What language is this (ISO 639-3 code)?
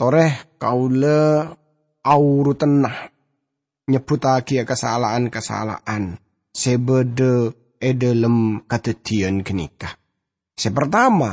mad